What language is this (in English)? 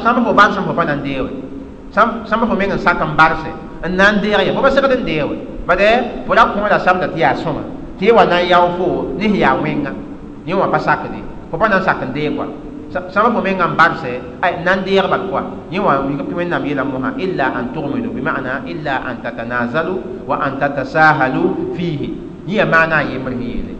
Mossi